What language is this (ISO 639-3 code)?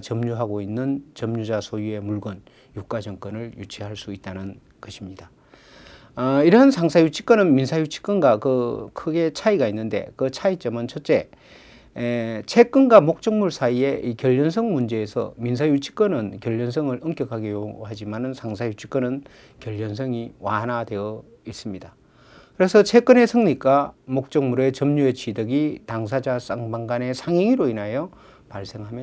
kor